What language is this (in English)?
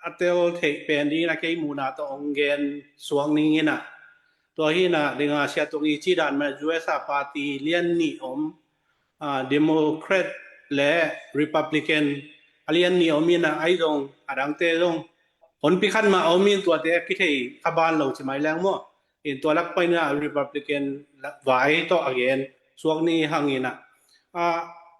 Tedim Chin